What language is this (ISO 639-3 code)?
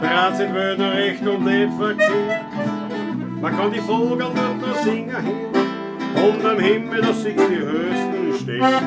bar